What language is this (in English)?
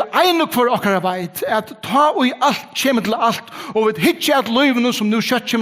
Faroese